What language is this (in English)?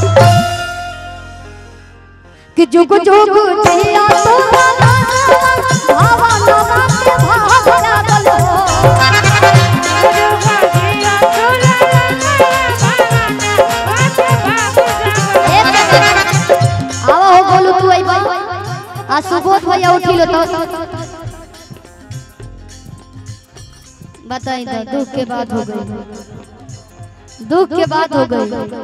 Bhojpuri